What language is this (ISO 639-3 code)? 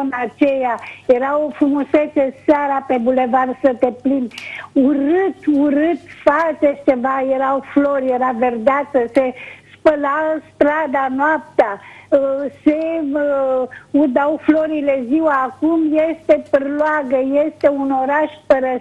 ron